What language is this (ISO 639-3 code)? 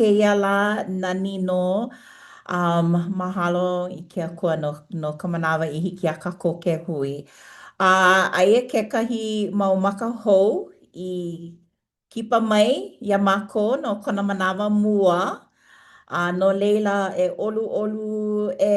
haw